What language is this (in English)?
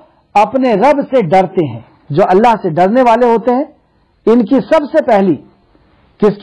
Urdu